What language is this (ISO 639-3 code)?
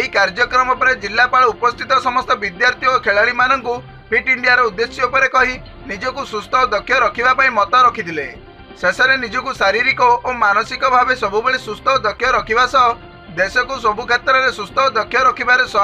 ori